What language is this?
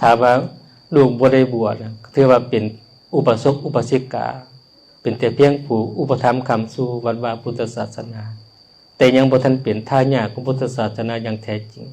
Lao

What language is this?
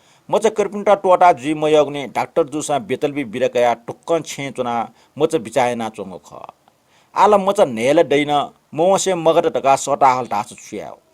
Newari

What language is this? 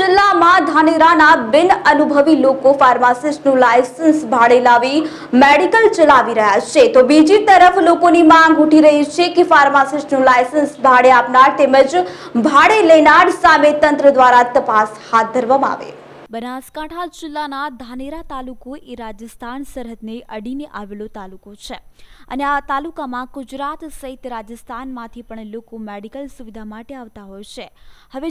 Gujarati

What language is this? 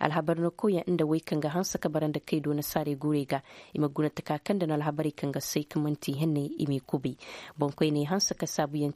Koyraboro Senni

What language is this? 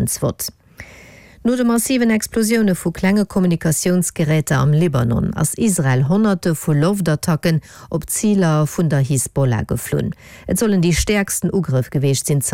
Luxembourgish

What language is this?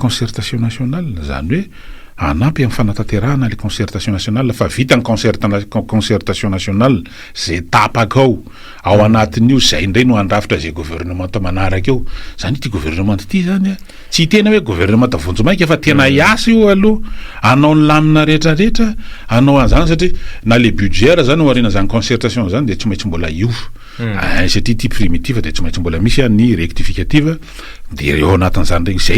Malagasy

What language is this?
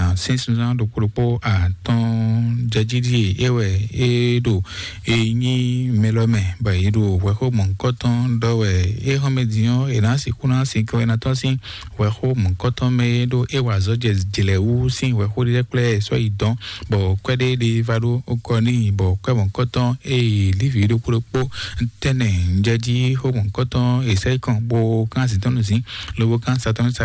Fon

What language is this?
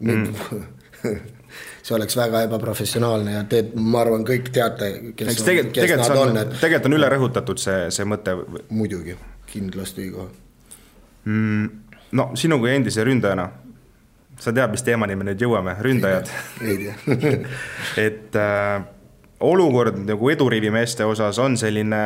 Estonian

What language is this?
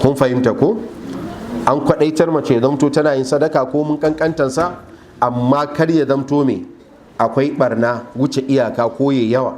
Hausa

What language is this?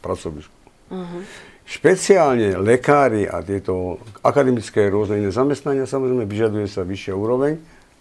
Slovak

